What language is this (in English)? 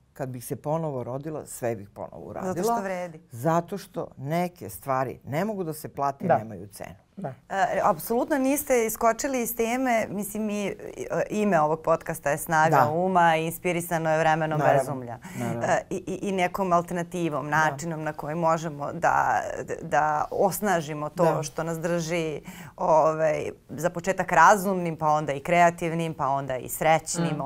Serbian